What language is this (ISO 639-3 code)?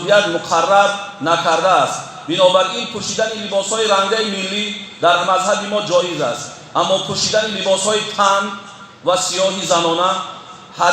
tgk